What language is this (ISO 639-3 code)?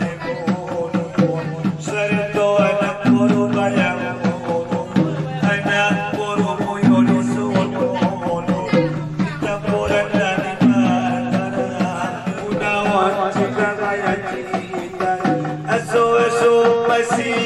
akb